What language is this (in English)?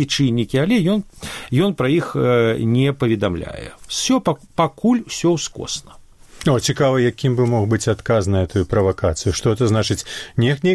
Belarusian